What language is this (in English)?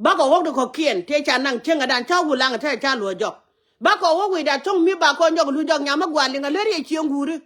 Nuer